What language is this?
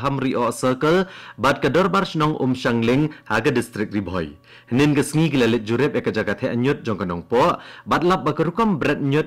Khasi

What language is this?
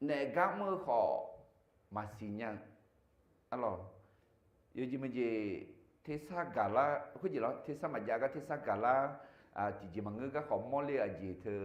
Akha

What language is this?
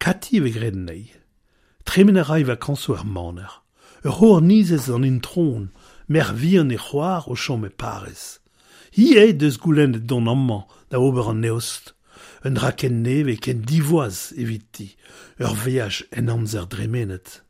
Breton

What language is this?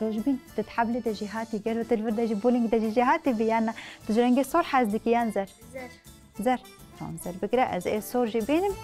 Kurdish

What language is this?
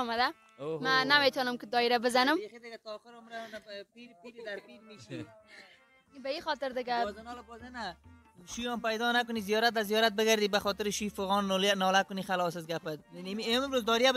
Persian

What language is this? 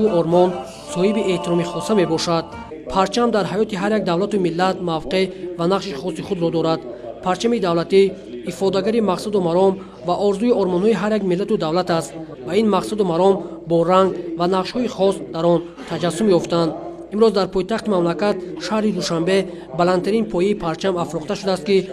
Tajik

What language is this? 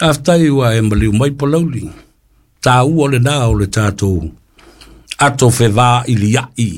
Samoan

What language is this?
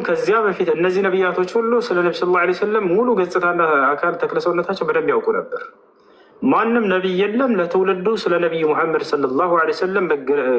Amharic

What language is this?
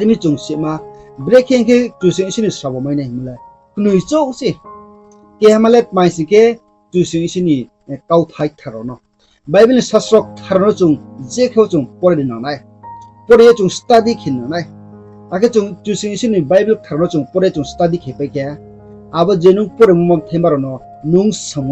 Riang (India)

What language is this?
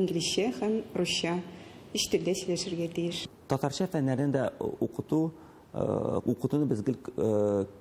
Tatar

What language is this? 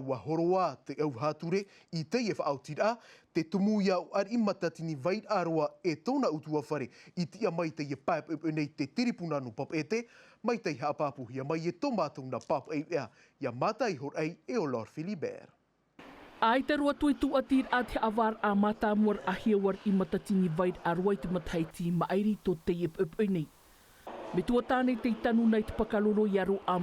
Tahitian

